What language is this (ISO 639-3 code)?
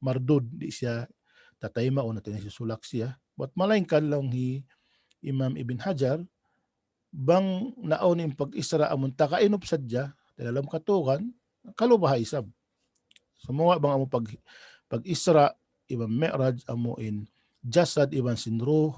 tsg